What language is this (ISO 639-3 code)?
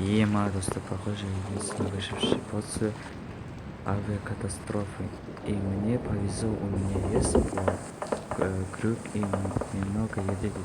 kaz